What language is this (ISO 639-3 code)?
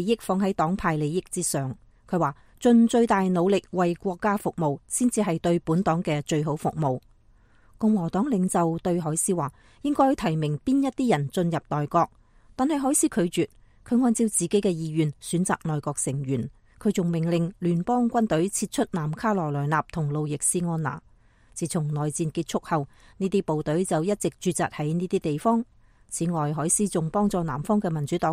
yue